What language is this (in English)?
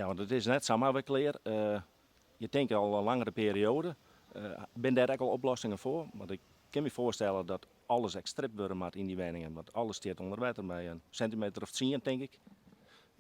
Western Frisian